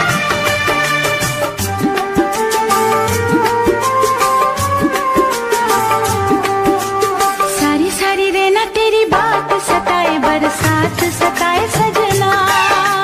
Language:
Hindi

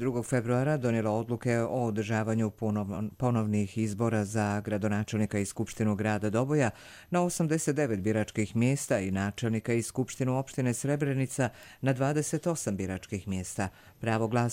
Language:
Croatian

